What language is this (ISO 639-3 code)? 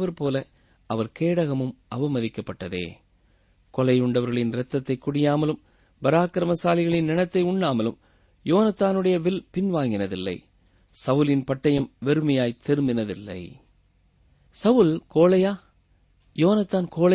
tam